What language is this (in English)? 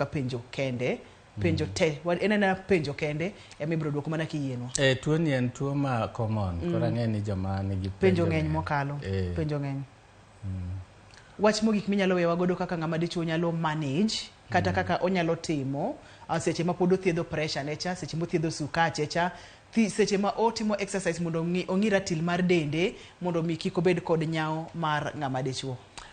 Luo (Kenya and Tanzania)